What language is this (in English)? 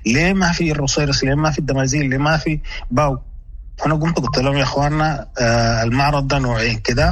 Sudanese Arabic